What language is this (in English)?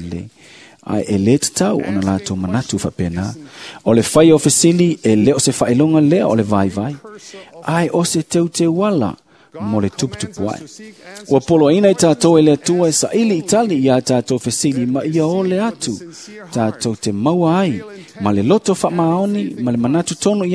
Samoan